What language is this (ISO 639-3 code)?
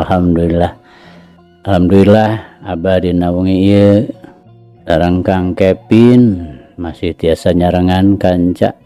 sun